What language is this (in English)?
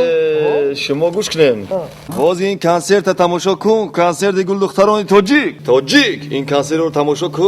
Tajik